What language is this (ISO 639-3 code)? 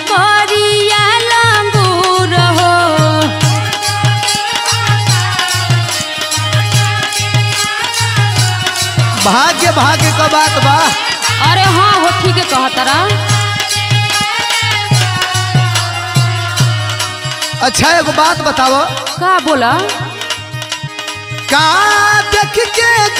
bho